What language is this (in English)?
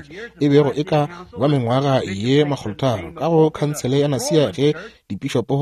Northern Sotho